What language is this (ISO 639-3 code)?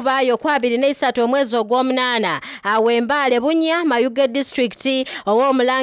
xog